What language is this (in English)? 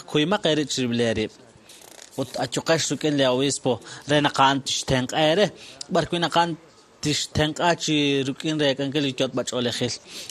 Kekchí